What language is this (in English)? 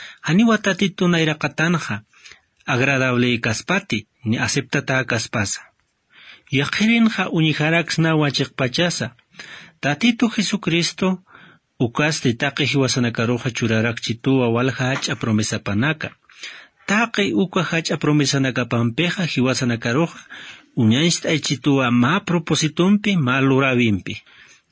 Aymara